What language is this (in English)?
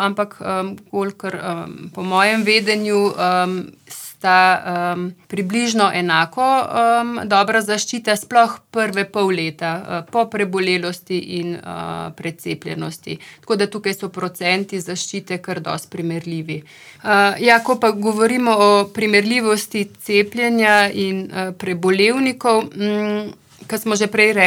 Slovenian